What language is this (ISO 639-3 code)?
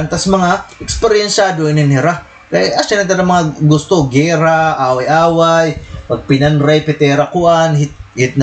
war